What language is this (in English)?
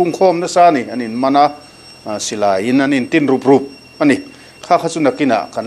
Mizo